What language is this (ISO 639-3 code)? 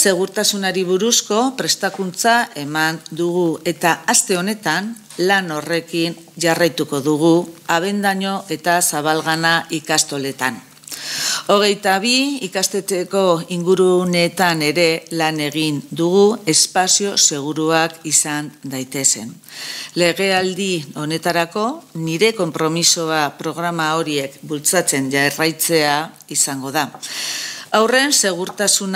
eus